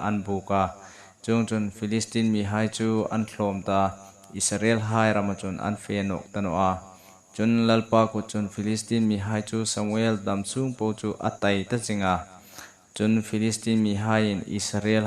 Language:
Hmar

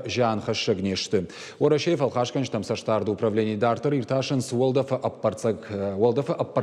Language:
Ossetic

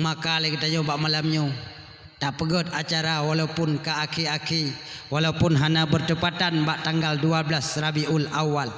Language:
Achinese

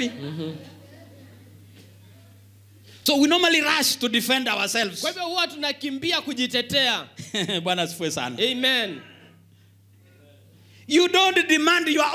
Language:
Swahili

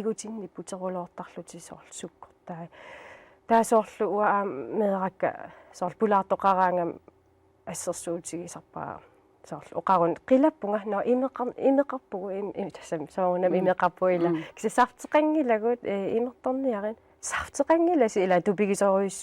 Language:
Kalaallisut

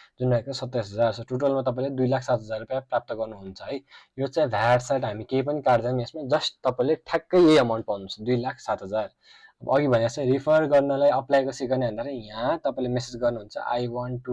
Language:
Nepali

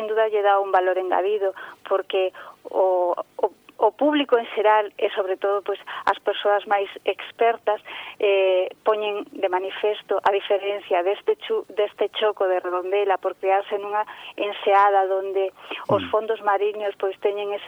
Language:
Galician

